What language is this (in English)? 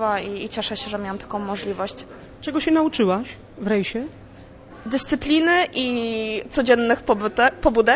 Polish